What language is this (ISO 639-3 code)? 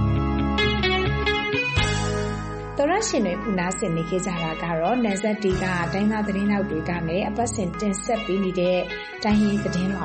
mya